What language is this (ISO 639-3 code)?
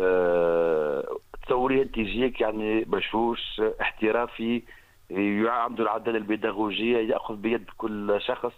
aeb